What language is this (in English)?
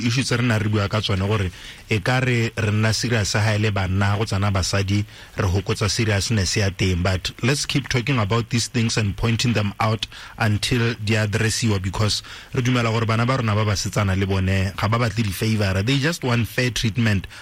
Tswana